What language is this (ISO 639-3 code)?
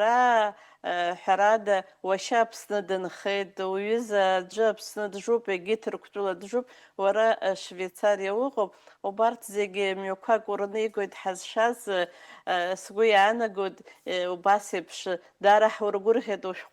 abk